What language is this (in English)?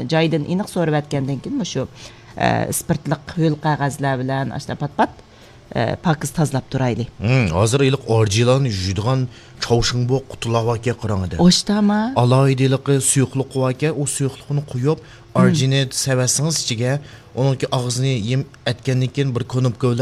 Uyghur